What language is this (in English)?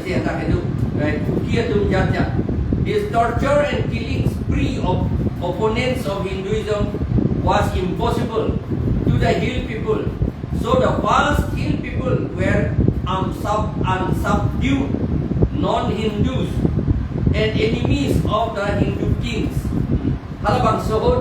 Karbi